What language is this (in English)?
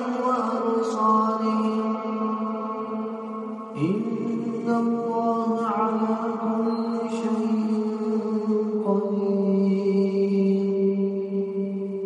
Arabic